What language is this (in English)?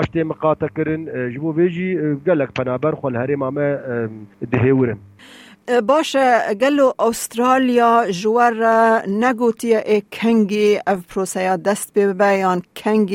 Kurdish